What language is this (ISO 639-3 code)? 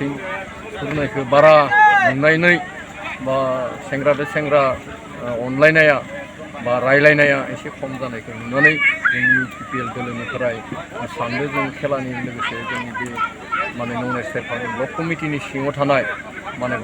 brx